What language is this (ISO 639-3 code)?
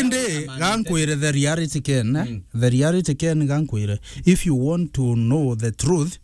mer